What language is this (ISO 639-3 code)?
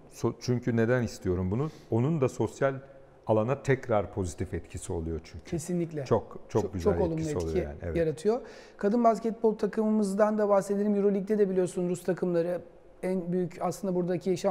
tur